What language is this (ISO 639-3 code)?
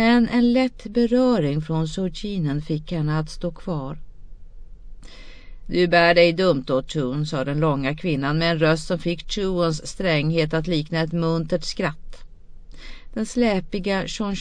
swe